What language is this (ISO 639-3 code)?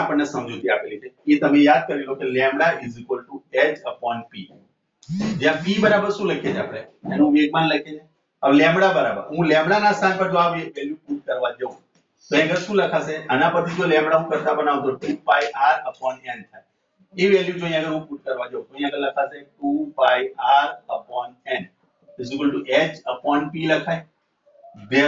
guj